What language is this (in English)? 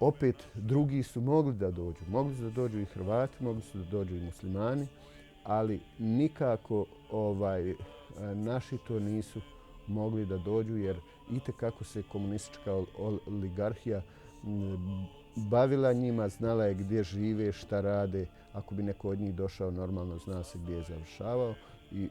Bosnian